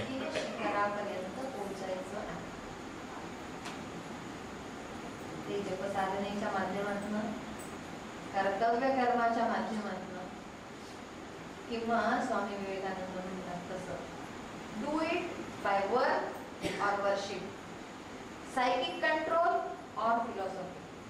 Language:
Marathi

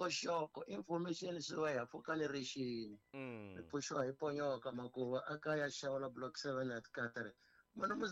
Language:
Tsonga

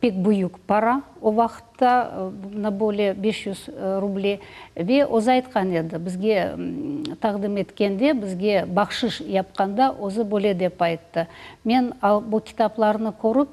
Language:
Crimean Tatar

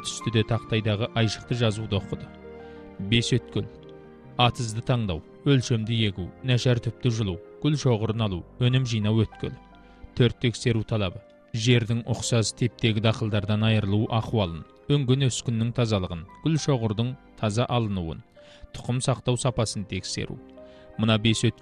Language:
Kazakh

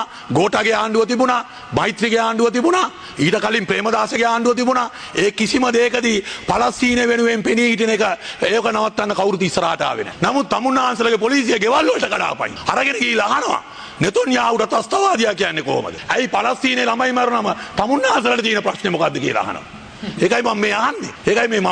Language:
Sinhala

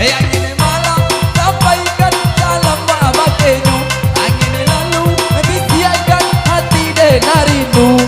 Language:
Minangkabau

